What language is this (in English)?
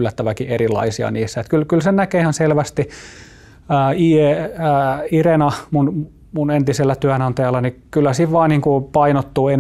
Finnish